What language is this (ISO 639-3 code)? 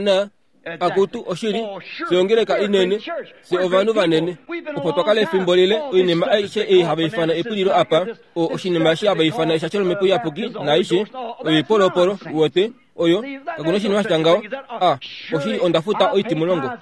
kua